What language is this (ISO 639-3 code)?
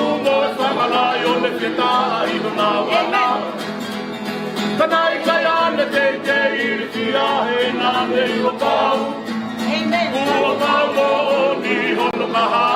ton